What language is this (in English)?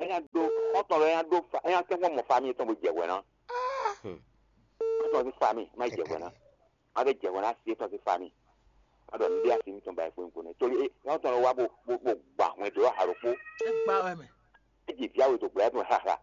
Fon